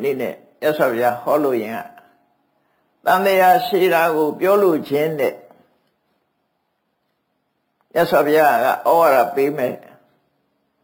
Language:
Burmese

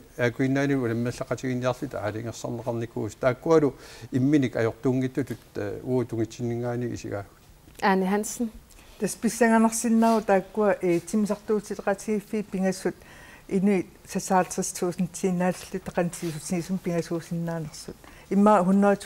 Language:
Kalaallisut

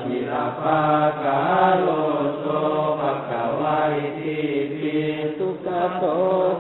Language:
Pali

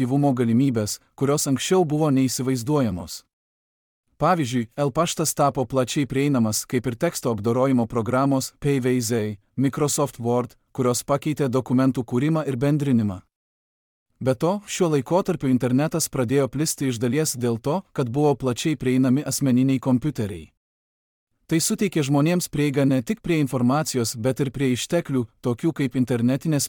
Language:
Lithuanian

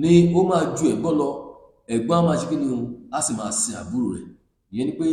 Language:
Yoruba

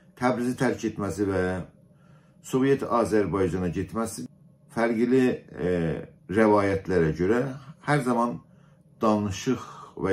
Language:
South Azerbaijani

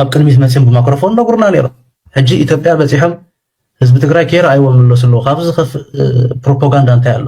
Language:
Tigrinya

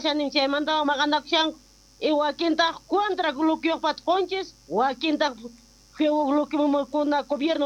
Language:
South Bolivian Quechua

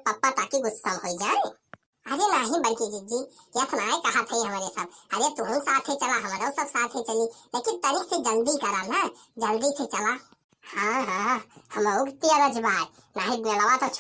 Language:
Awadhi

